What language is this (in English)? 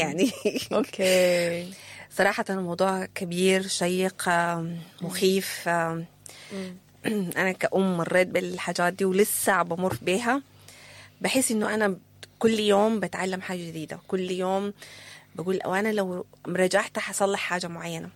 Sudanese Arabic